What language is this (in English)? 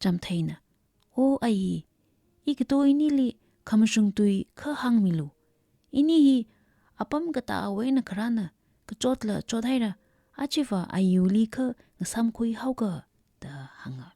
Tangkhul Naga (India)